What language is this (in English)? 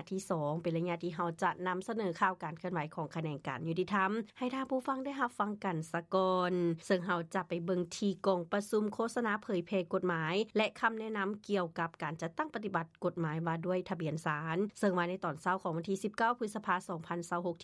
Lao